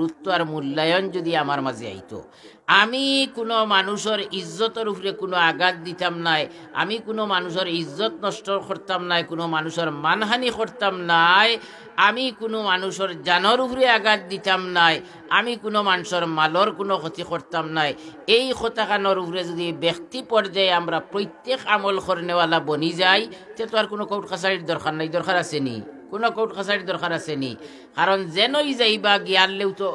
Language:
Sylheti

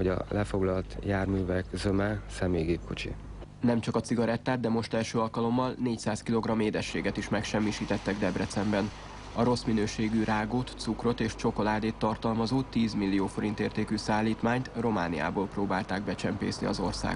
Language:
Hungarian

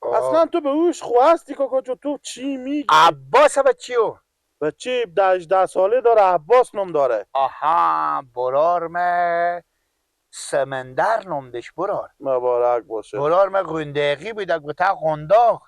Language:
Persian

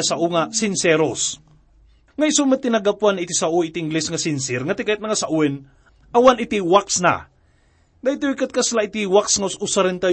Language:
Iloko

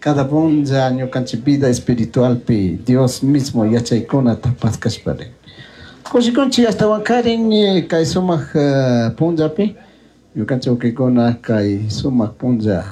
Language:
Chimborazo Highland Quichua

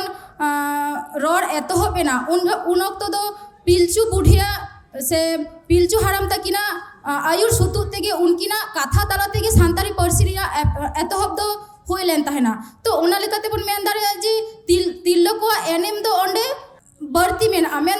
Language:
Santali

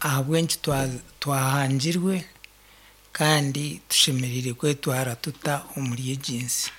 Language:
Nyankole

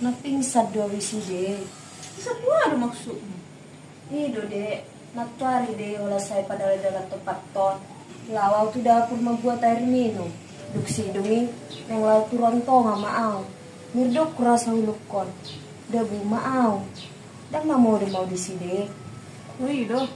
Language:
Batak Toba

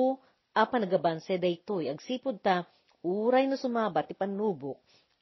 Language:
Iloko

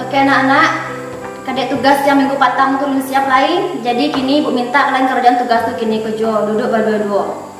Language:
Minangkabau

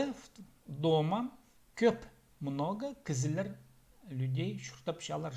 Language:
Khakas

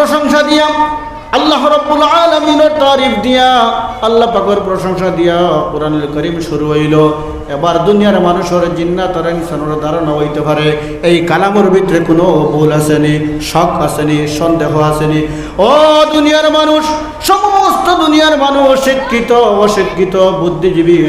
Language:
Sylheti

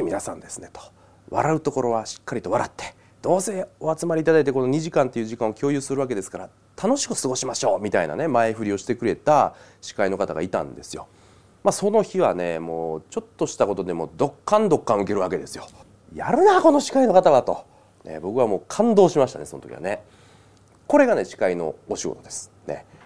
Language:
Japanese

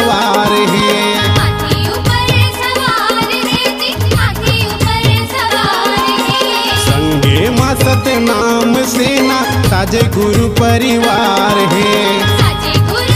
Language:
Chhattisgarhi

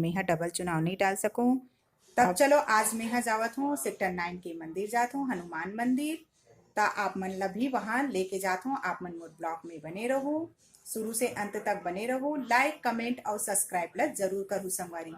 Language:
Chhattisgarhi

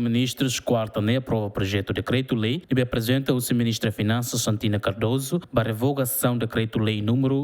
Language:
Tetum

